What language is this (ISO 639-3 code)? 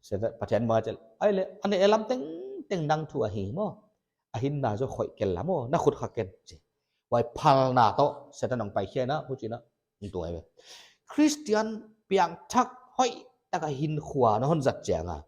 pck